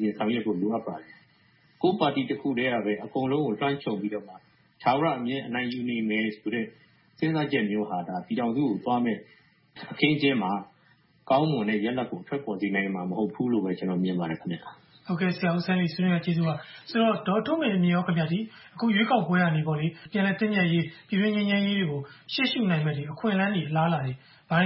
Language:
Burmese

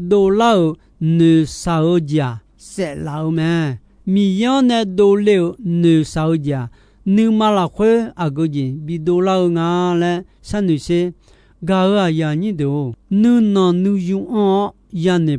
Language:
Akha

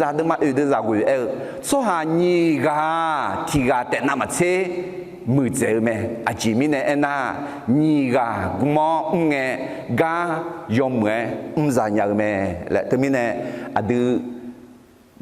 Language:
Akha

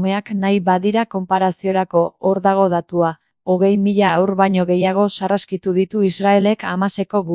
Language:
Basque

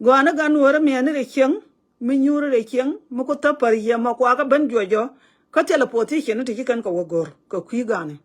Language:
Nuer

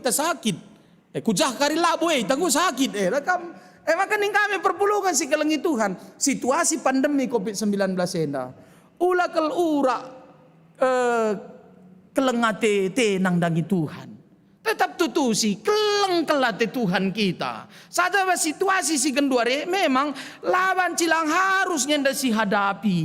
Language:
Batak Karo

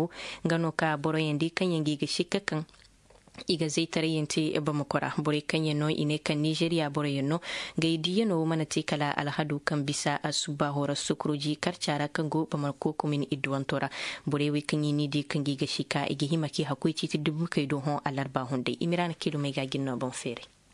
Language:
Zarma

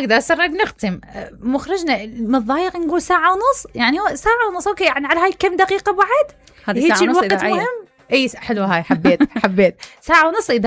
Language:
Mesopotamian Arabic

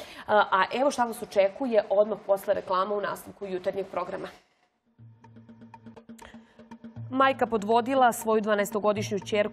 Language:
Serbian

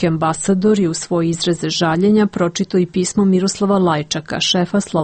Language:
Serbian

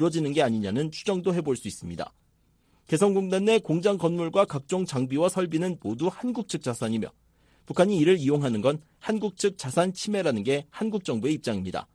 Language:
Korean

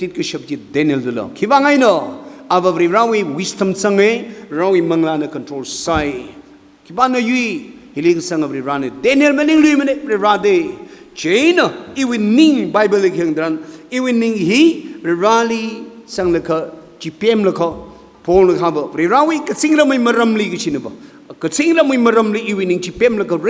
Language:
Tangkhul Naga (India)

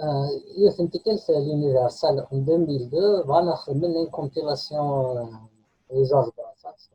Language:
Kabyle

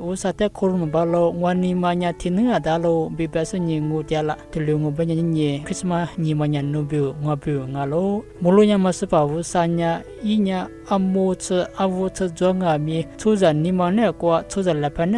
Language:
Lisu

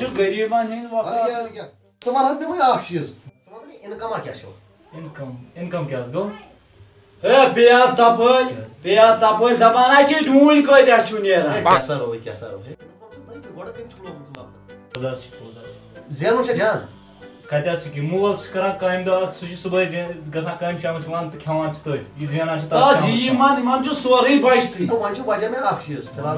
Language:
Kashmiri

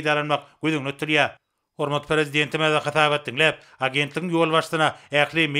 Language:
Turkmen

